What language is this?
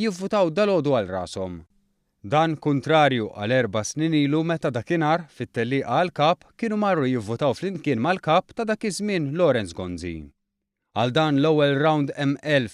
Maltese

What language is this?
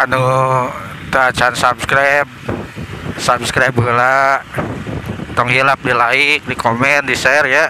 Sundanese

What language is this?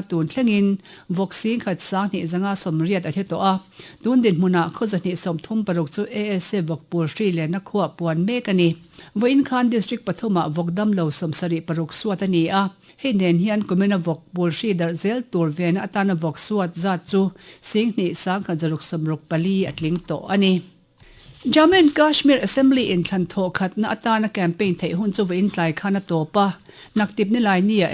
Mizo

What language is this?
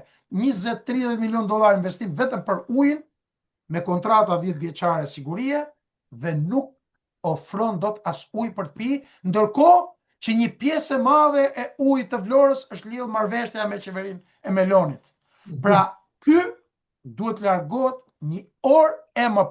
Albanian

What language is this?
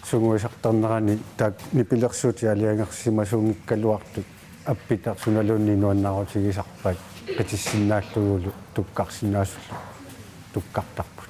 Kalaallisut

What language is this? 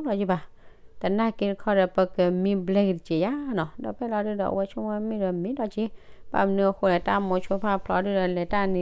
S'gaw Karen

